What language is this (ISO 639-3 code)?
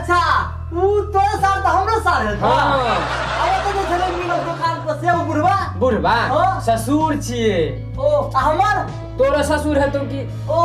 mai